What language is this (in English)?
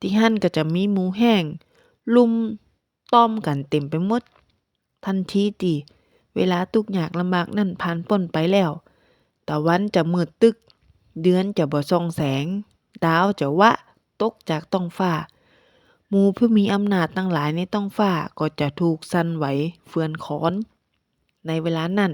Northern Thai